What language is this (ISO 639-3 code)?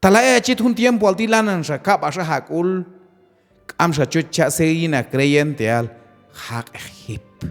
kjb